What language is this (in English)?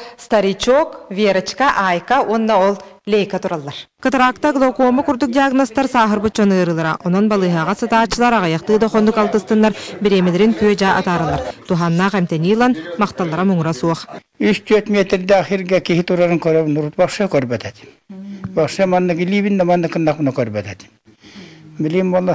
Yakut